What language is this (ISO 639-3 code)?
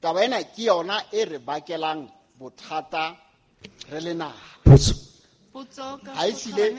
sot